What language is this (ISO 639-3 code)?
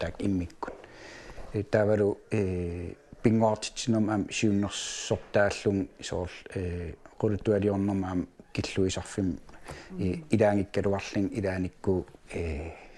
kal